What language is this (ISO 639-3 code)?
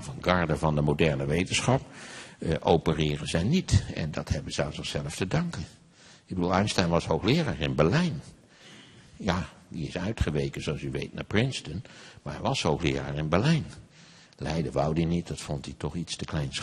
nld